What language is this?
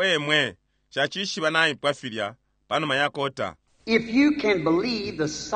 Bemba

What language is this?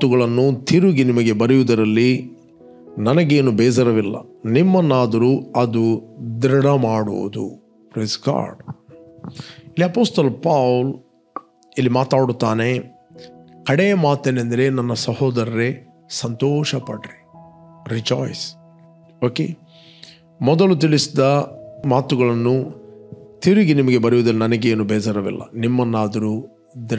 Kannada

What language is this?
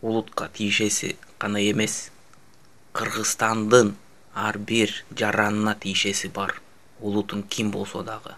Kyrgyz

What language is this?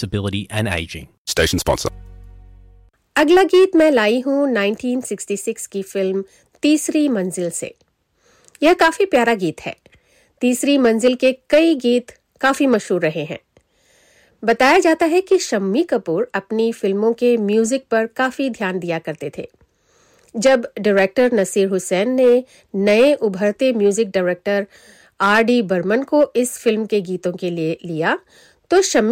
Hindi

